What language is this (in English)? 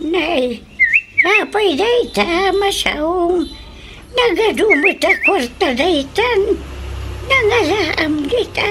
Iloko